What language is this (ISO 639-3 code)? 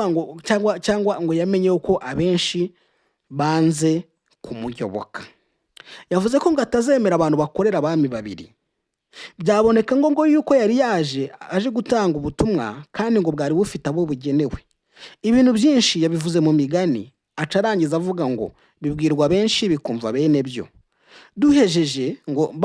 kin